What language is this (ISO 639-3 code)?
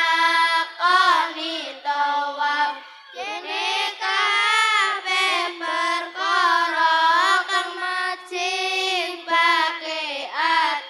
jav